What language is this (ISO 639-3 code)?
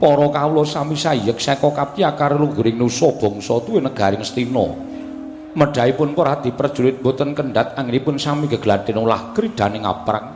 jav